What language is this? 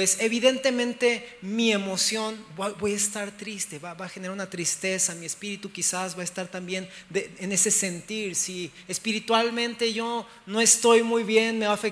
Spanish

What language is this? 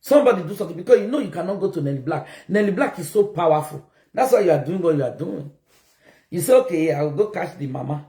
Nigerian Pidgin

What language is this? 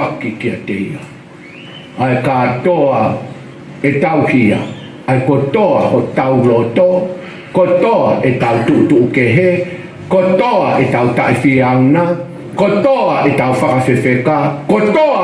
Tongan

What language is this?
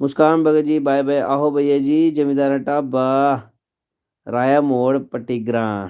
Dogri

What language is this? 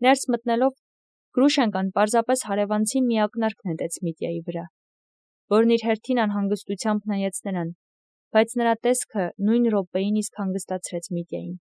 Armenian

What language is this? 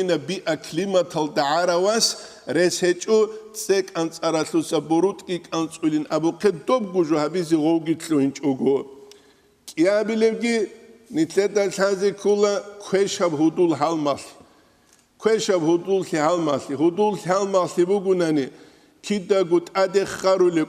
Avaric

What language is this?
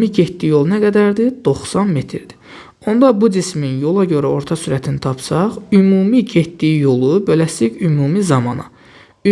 Azerbaijani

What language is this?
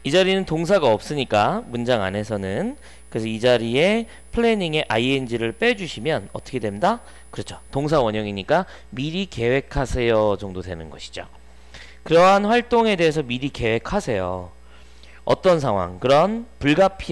Korean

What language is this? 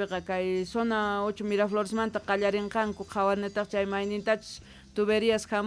South Bolivian Quechua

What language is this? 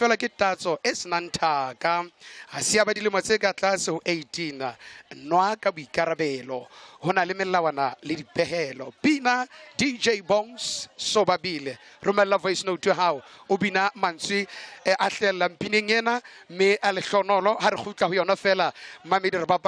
Southern Sotho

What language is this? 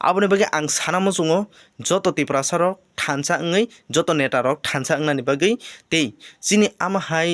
Kok Borok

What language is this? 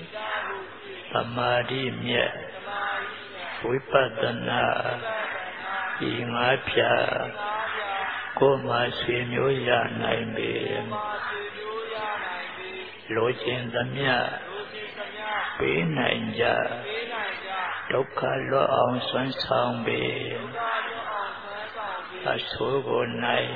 Burmese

